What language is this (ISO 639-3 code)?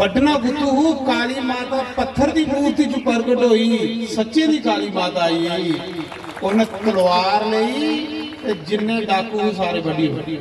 doi